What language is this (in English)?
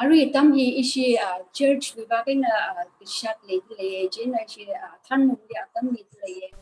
Tangkhul Naga (India)